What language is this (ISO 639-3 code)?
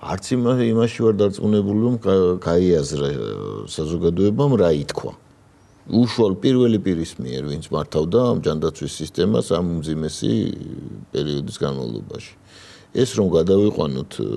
kat